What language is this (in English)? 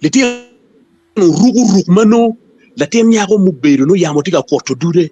Acoli